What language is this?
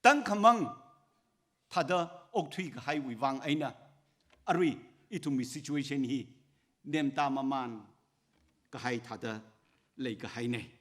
Tangkhul Naga (India)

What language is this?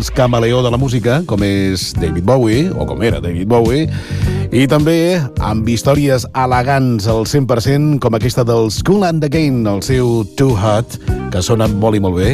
Catalan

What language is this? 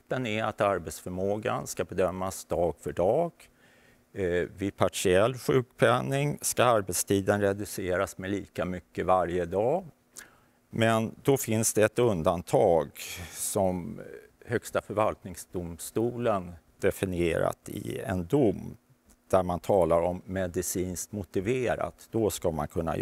Swedish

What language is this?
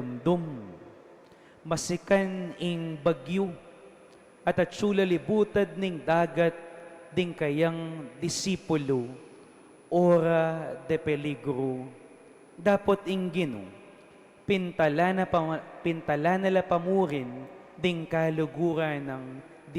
Pampanga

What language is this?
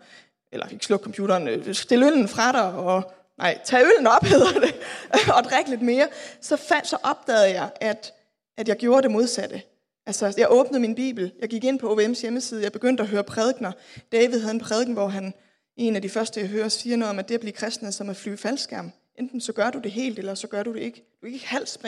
Danish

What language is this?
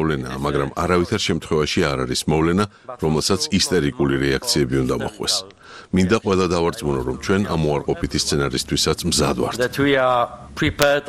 Georgian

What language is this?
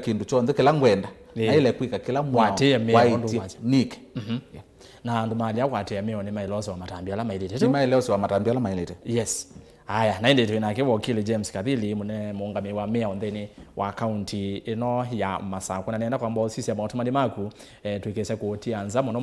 Kamba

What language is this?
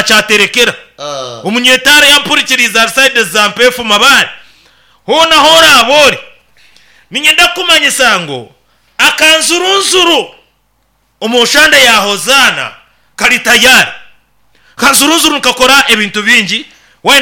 Nyankole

